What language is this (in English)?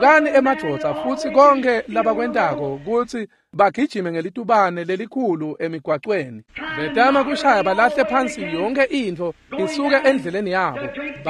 Swati